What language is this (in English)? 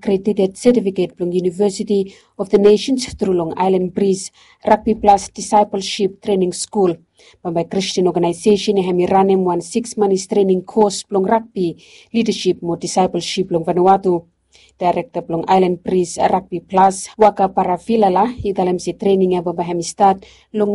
Bislama